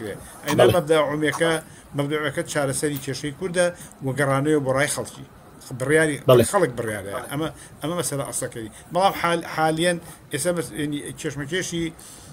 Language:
Central Kurdish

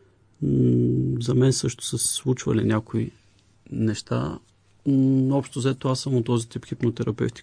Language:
Bulgarian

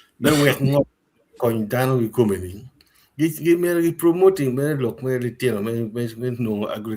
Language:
Acoli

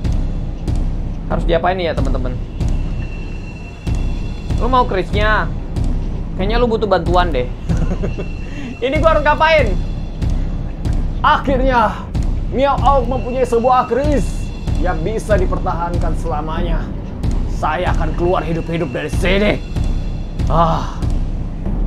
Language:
Indonesian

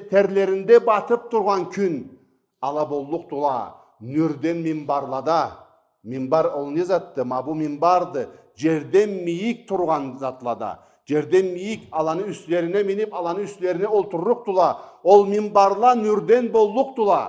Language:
Karachay-Balkar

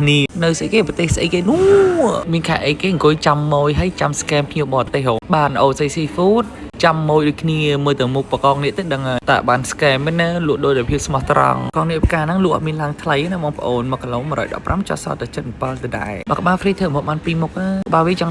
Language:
Khmer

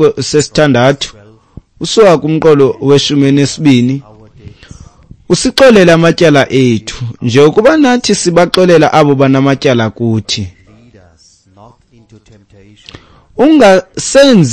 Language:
Xhosa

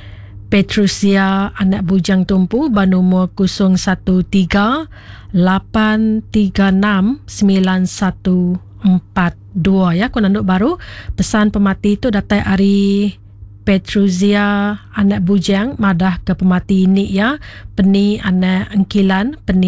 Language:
Iban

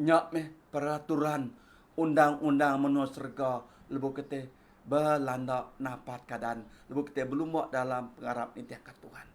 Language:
Iban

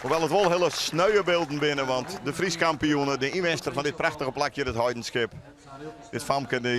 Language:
Western Frisian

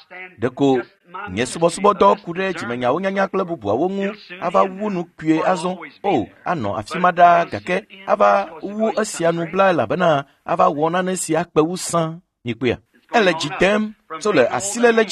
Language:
Ewe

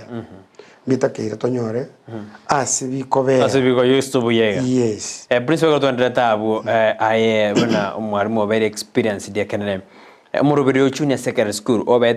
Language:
Gusii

